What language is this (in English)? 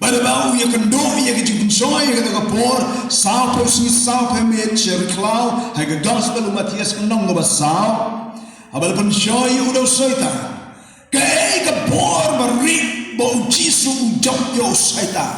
Khasi